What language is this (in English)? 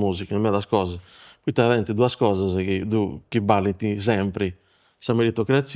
Sardinian